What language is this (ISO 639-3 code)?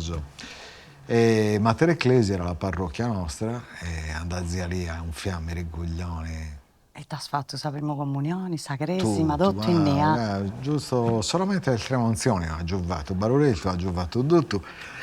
srd